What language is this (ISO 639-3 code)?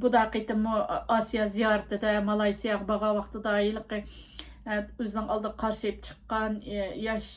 uig